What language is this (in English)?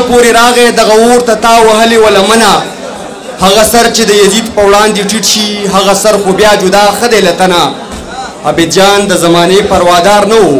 Pashto